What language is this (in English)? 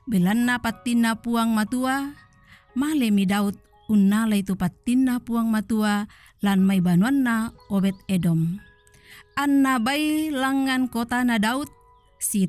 Toraja-Sa'dan